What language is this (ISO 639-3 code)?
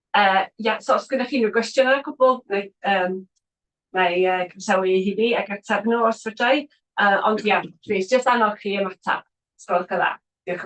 cym